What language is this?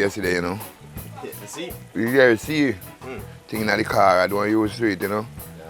Jamaican Creole English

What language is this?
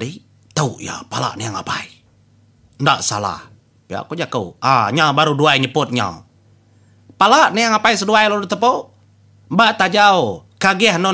Iban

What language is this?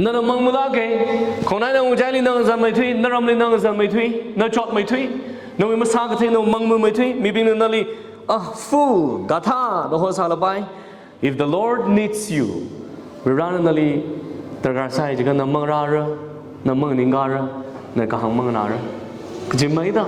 Tangkhul Naga (India)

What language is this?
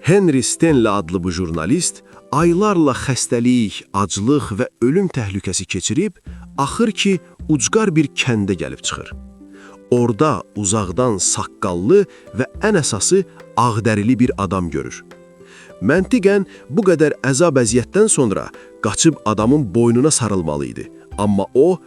Azerbaijani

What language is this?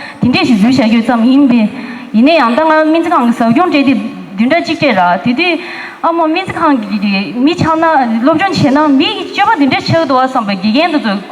Tibetan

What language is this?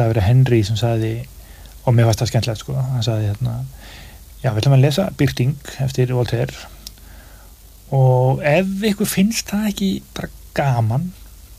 Icelandic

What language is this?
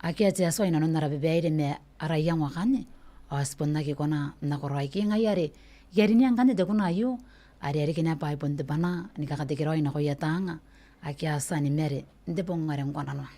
Gilbertese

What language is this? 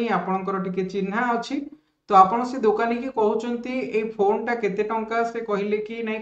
Odia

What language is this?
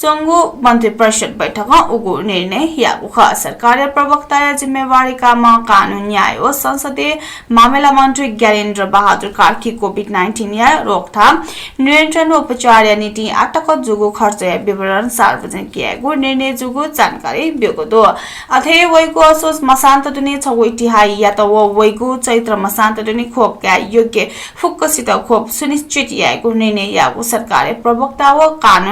Newari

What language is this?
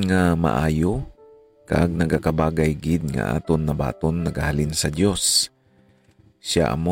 Hiligaynon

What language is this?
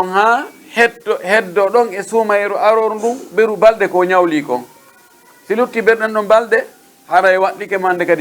Pular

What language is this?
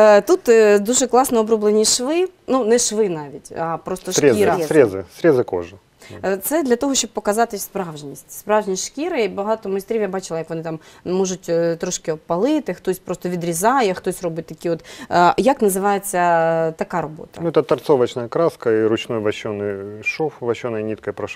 Ukrainian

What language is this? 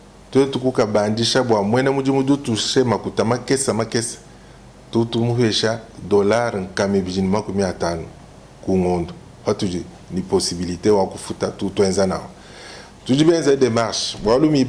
Luba-Lulua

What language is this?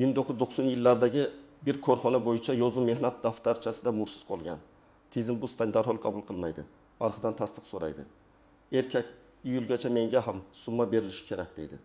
Uzbek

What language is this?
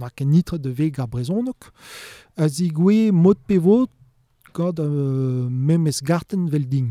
Breton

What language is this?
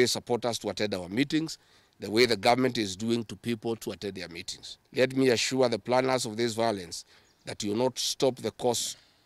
Kamba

